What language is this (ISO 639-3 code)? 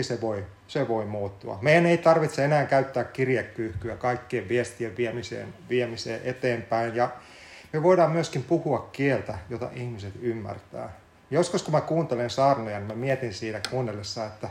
fin